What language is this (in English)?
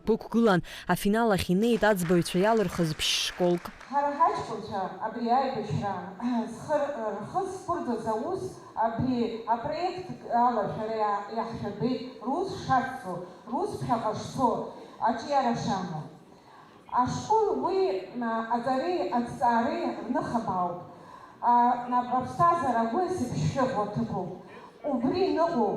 Abkhazian